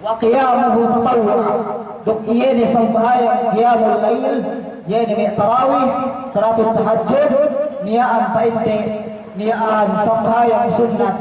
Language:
Yakan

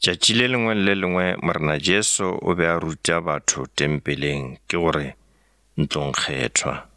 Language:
Northern Sotho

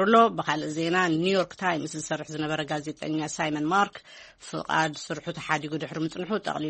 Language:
Tigrinya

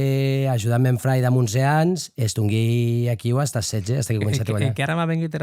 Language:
Occitan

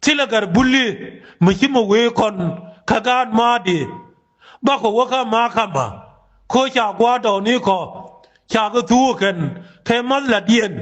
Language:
Nuer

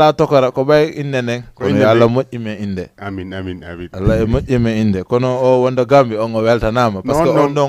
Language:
Fula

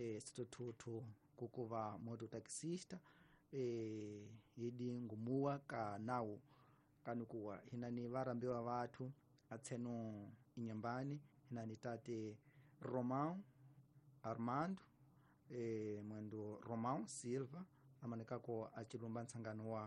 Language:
Tsonga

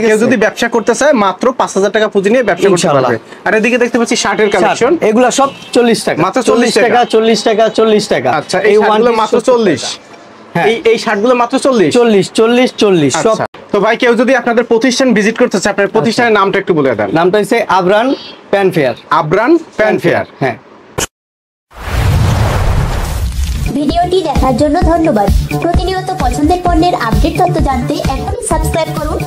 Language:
Bangla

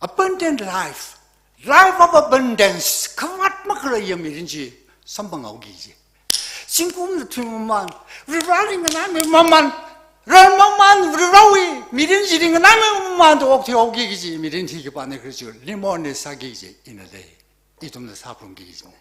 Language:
Tangkhul Naga (India)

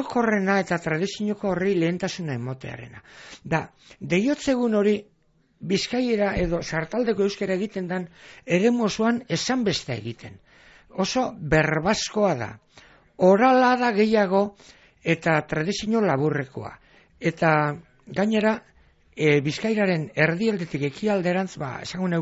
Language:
Basque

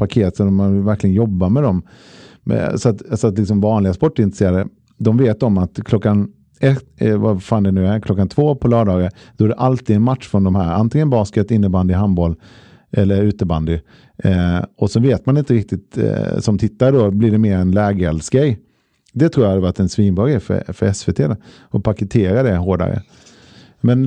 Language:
Swedish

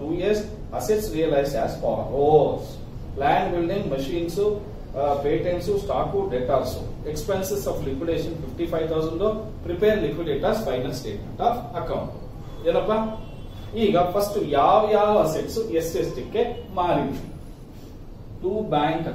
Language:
Kannada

